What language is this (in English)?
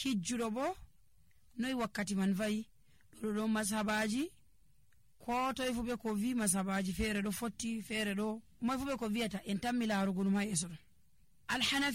Nigerian Fulfulde